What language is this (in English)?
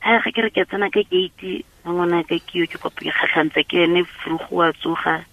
Tswana